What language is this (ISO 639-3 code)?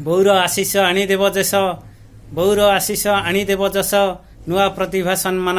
ori